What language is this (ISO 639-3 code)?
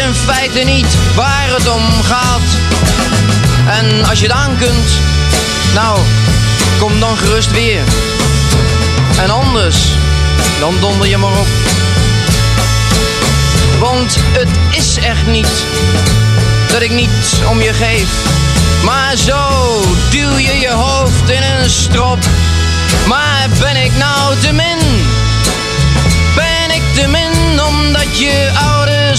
nld